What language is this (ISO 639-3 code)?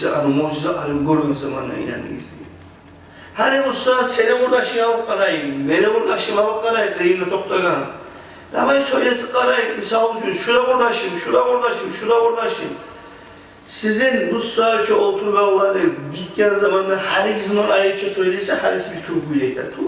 kum